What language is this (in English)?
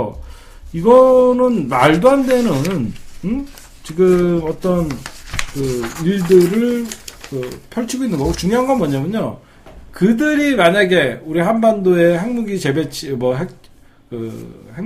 Korean